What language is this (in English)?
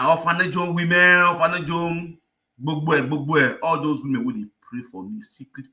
Nigerian Pidgin